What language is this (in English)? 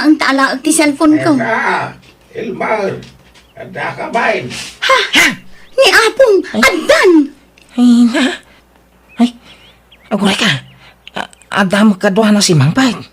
Iloko